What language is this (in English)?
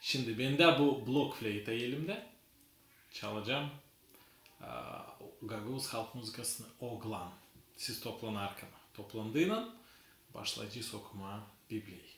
Gagauz